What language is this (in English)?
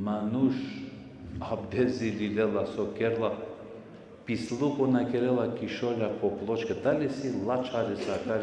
Balkan Romani